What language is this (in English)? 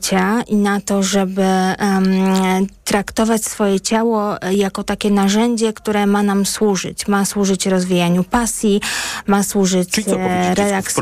Polish